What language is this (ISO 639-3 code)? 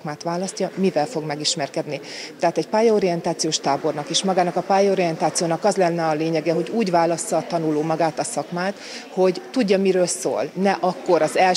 hun